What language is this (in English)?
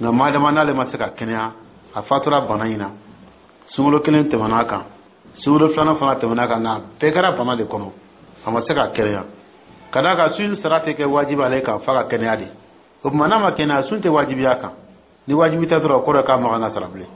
Dyula